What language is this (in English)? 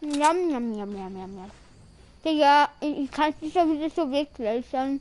Bavarian